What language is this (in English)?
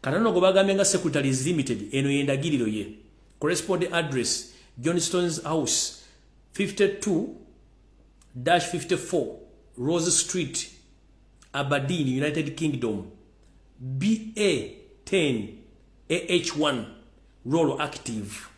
Ganda